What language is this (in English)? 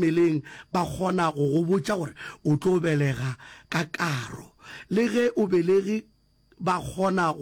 Northern Sotho